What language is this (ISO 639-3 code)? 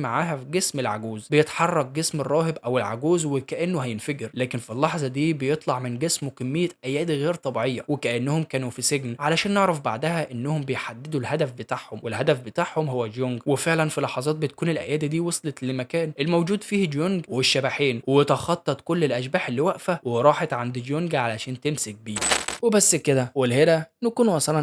arz